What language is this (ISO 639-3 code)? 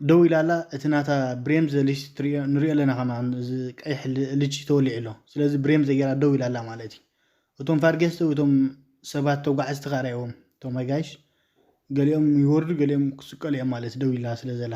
tir